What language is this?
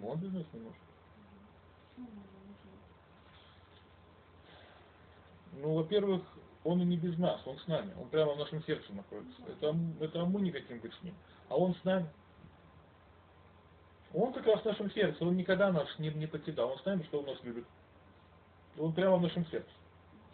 Russian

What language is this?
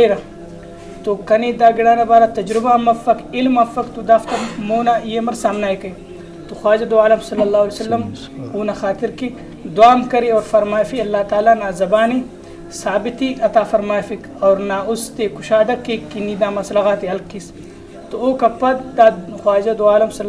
Brahui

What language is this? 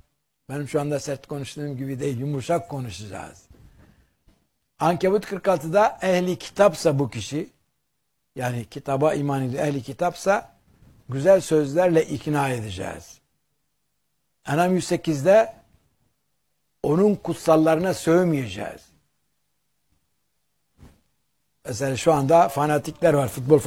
Turkish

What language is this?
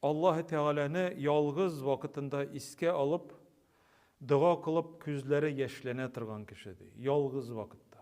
Tatar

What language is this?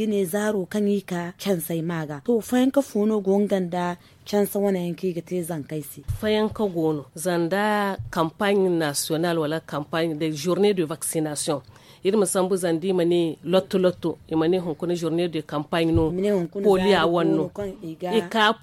Zarma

